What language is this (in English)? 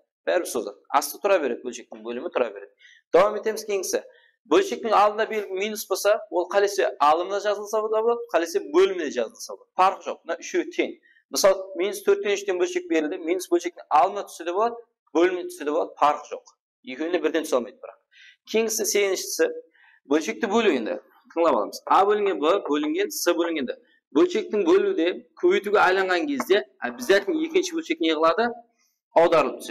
Kara-Kalpak